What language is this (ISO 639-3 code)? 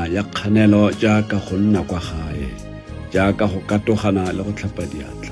tsn